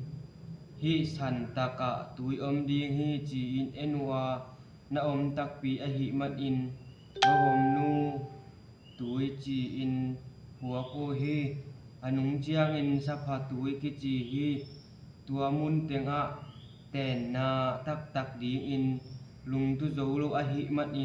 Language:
Tedim Chin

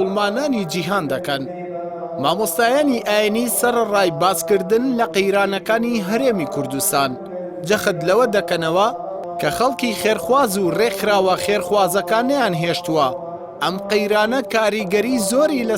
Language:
Central Kurdish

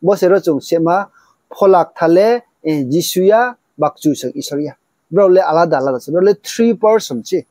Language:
Riang (India)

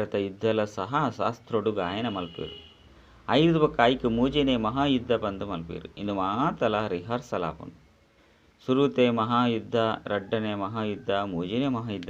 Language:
Tulu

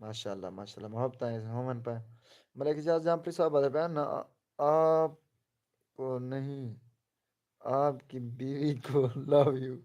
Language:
Saraiki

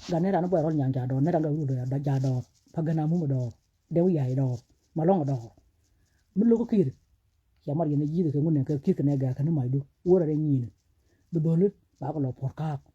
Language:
Nuer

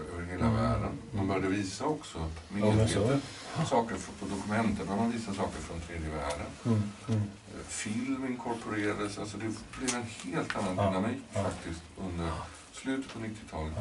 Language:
Swedish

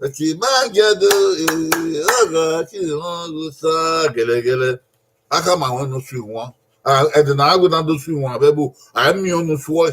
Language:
Bini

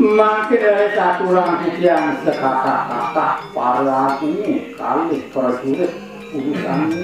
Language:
Balinese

